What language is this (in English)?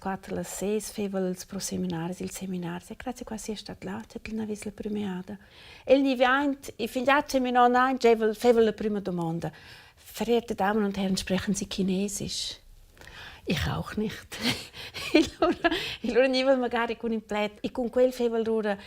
Romansh